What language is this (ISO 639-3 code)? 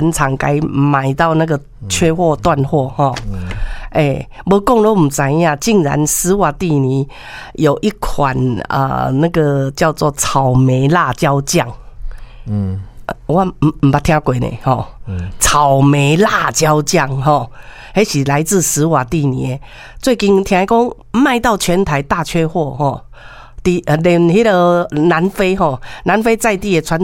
nan